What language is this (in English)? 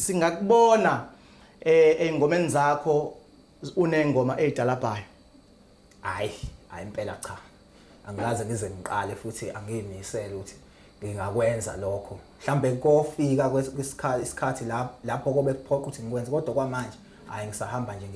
Zulu